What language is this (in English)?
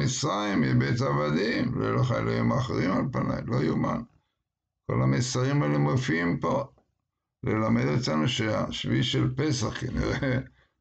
Hebrew